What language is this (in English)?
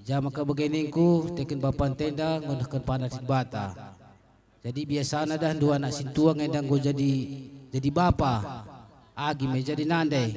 Batak Karo